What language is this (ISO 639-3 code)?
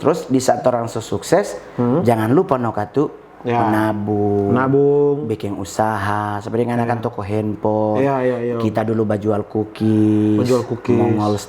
xmm